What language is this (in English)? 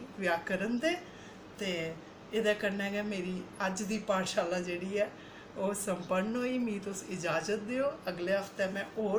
Dogri